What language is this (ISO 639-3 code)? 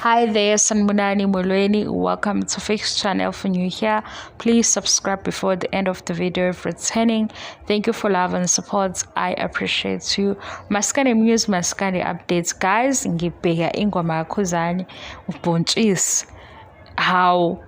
zul